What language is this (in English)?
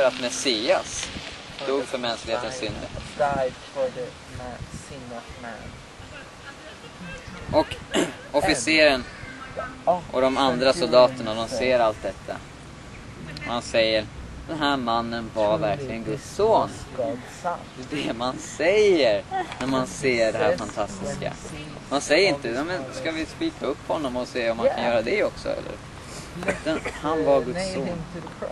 Swedish